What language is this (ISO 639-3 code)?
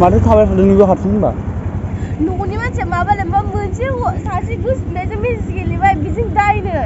brx